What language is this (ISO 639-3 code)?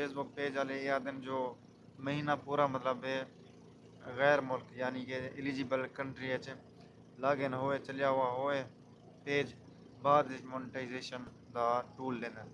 skr